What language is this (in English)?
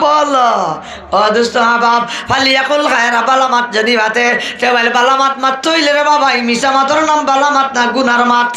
Sylheti